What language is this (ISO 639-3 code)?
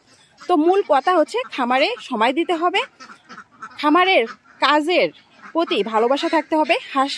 ben